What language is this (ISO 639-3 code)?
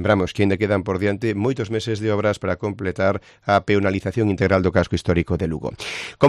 glg